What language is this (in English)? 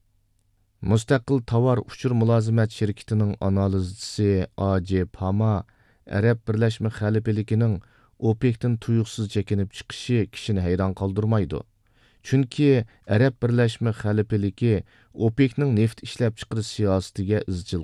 Uyghur